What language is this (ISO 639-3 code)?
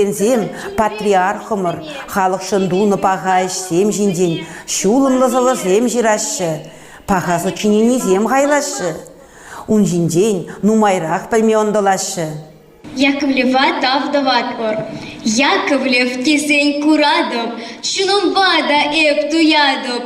chv